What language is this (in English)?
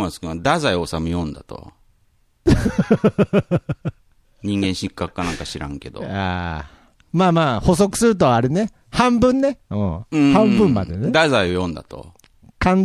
Japanese